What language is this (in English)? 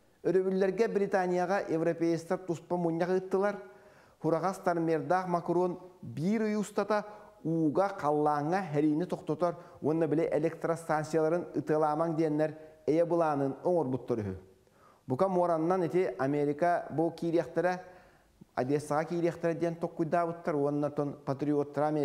Yakut